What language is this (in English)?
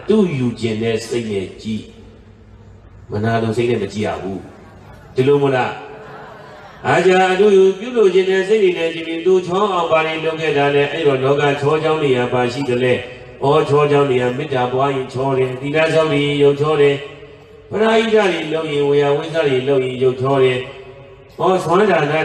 Burmese